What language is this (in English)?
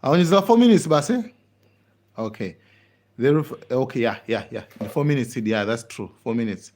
Nyanja